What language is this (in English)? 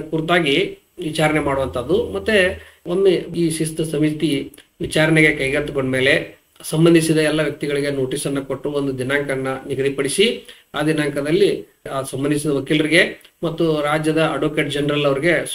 Kannada